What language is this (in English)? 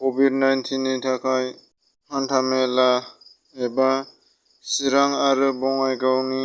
Bodo